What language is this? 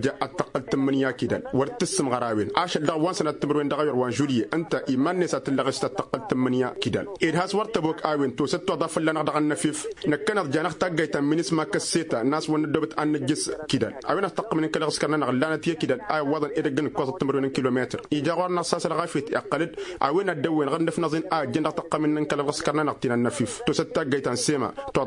Tamasheq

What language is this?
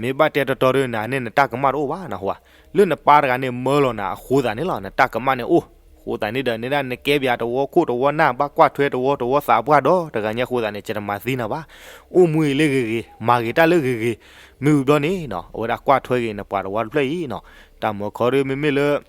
S'gaw Karen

